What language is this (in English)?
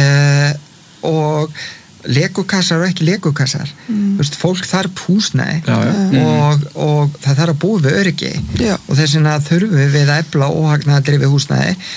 Icelandic